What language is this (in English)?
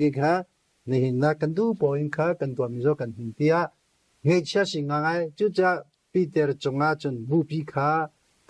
Hakha Chin